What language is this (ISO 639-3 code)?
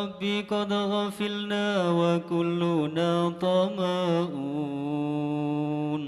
mad